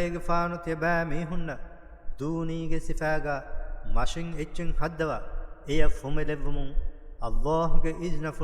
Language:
Divehi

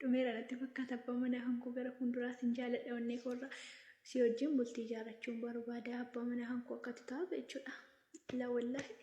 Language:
Oromo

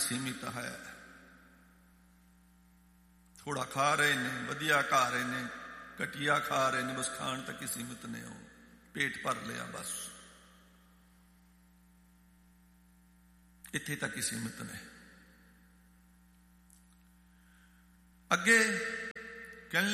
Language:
Punjabi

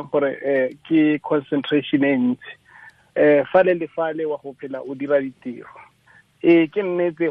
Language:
Tswana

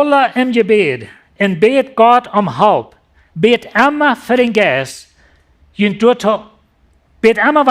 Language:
Plautdietsch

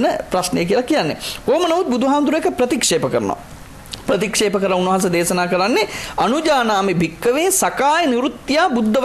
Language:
Sinhala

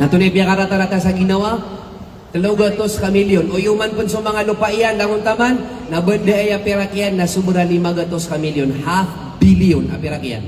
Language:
Maranao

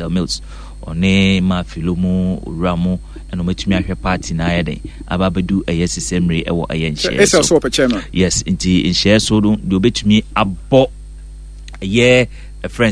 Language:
Akan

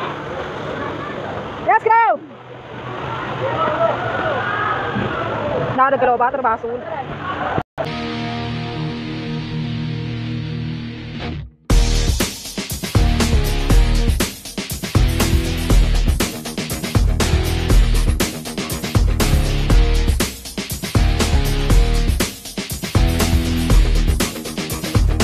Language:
Filipino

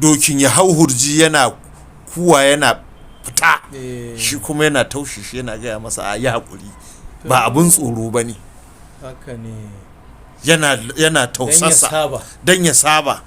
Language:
Hausa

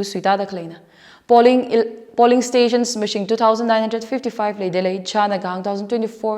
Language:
Tangkhul Naga (India)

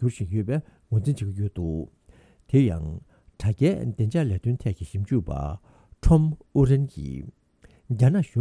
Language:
Tibetan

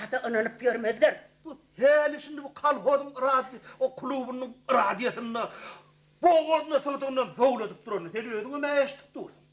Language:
Turkmen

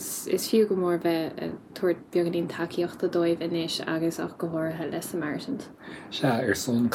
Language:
Irish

